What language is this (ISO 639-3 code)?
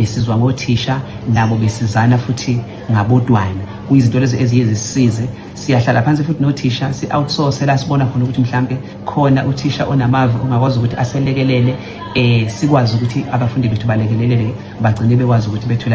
zul